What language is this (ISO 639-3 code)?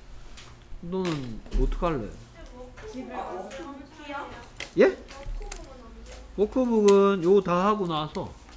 kor